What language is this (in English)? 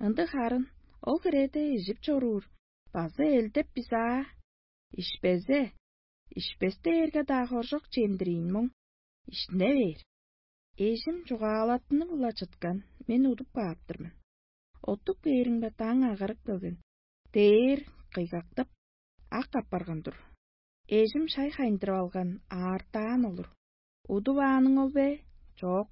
Tuvinian